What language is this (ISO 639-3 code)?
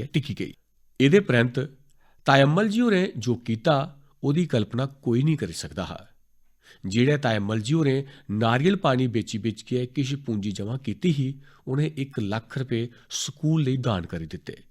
doi